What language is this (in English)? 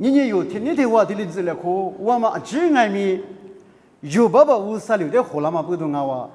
Lisu